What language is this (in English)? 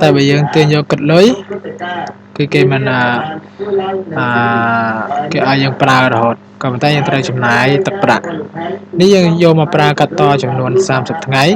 Khmer